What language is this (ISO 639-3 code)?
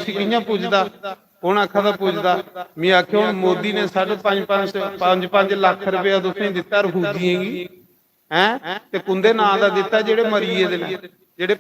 doi